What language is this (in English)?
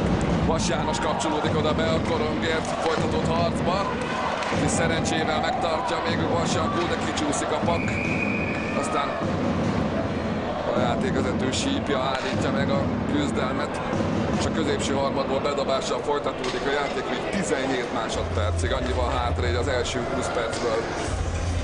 Hungarian